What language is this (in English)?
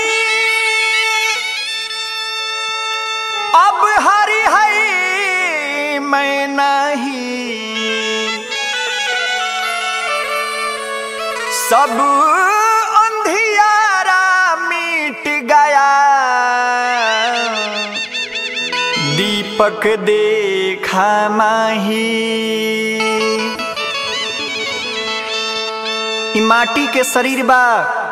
Bhojpuri